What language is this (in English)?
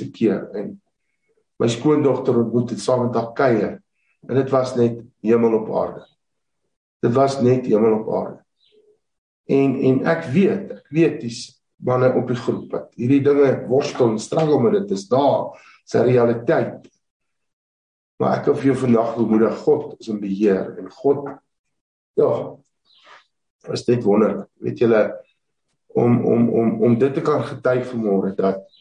Afrikaans